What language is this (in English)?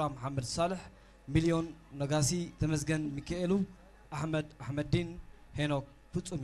Tigre